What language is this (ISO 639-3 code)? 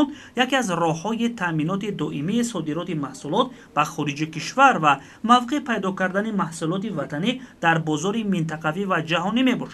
tgk